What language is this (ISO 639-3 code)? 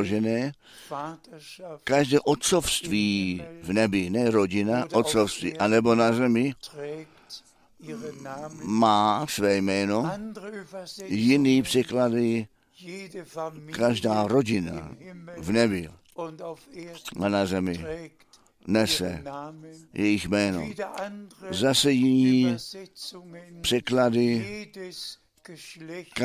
ces